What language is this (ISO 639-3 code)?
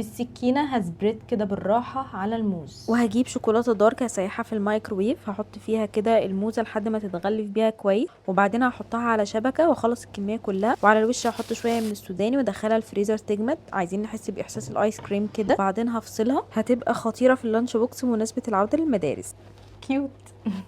arz